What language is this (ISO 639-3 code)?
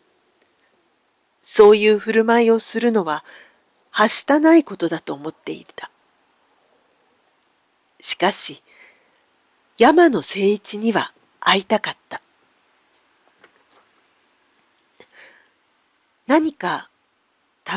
jpn